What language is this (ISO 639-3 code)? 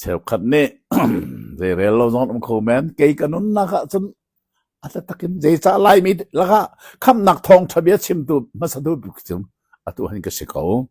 cnh